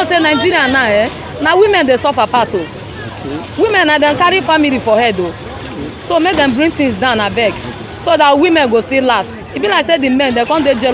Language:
Nigerian Pidgin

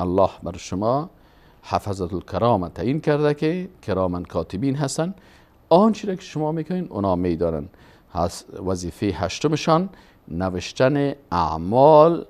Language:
Persian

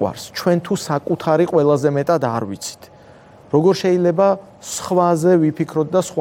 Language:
Georgian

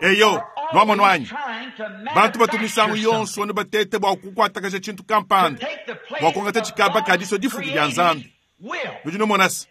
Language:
Luba-Lulua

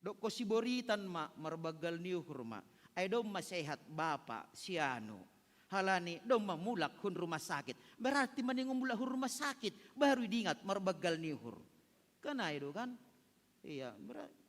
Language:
Batak Simalungun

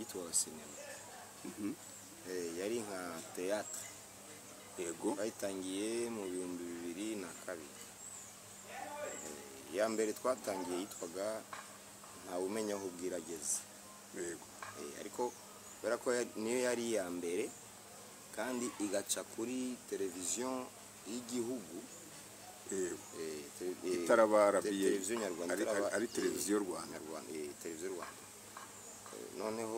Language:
Kinyarwanda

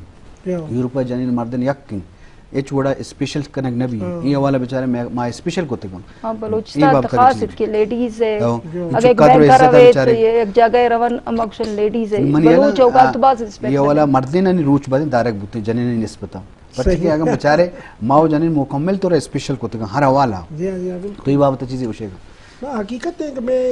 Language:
Eastern Balochi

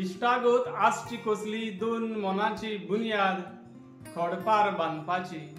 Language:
Konkani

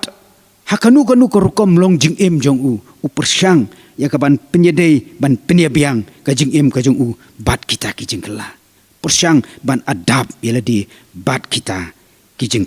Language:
Khasi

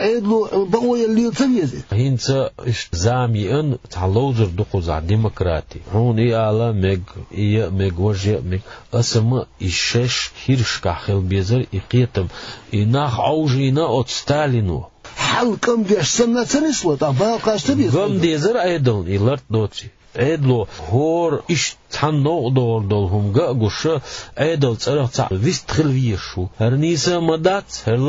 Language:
Chechen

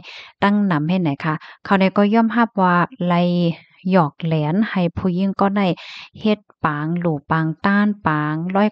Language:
Shan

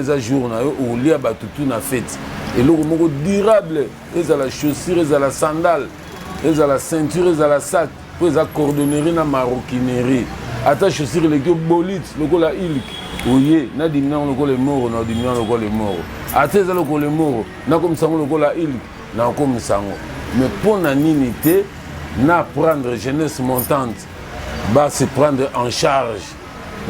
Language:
Lingala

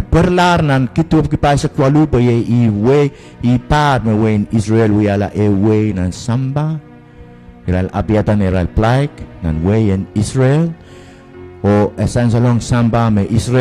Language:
Pohnpeian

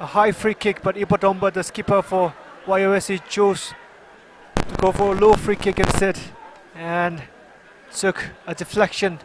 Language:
Tangkhul Naga (India)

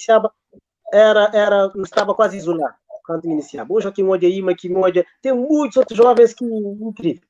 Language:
Kabuverdianu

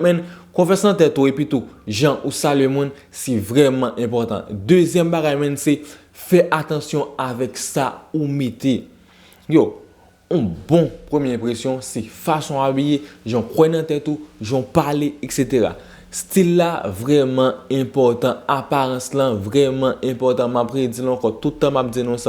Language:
Haitian Creole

